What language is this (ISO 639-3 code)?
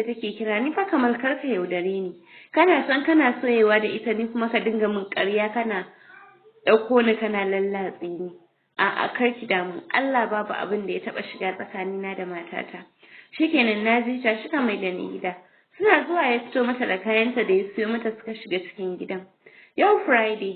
hau